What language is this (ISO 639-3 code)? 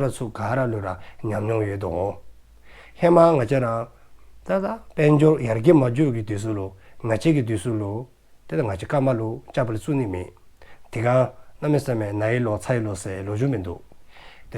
dzo